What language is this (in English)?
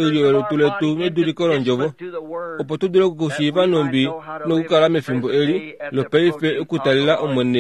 Kuanyama